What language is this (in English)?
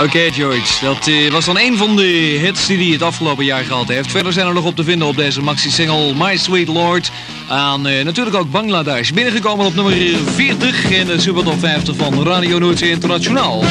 Dutch